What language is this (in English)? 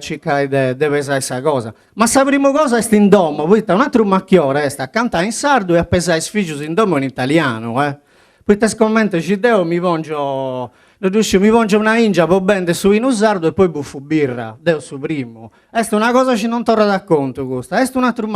Sardinian